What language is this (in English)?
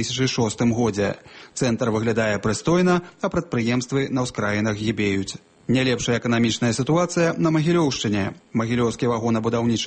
Belarusian